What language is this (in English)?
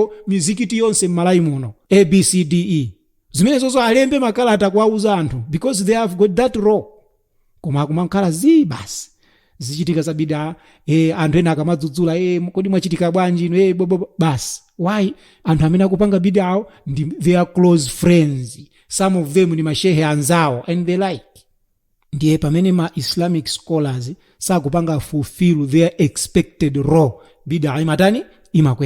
Nyanja